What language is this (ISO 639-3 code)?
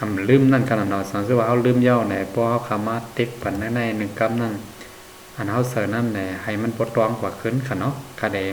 shn